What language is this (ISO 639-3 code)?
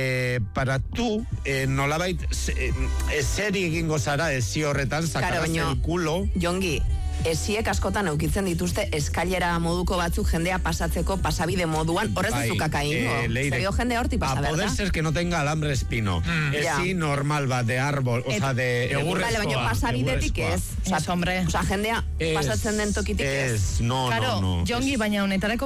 eus